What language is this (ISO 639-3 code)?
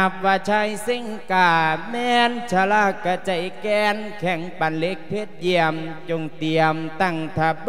lao